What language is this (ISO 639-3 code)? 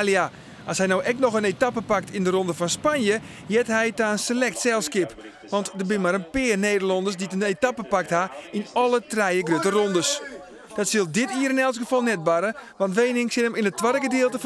fry